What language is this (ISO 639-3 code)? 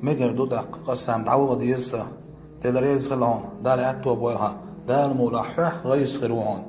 che